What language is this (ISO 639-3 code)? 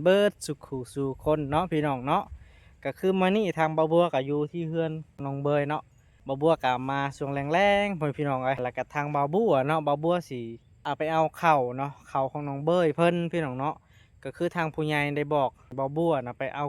lao